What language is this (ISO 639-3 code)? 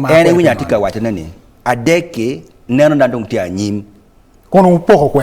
ach